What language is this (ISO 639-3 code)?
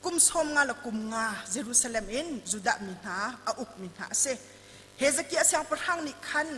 cnh